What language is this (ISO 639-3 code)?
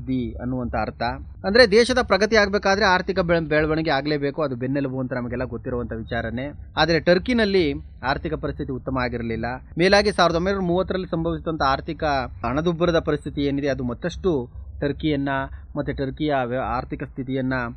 kan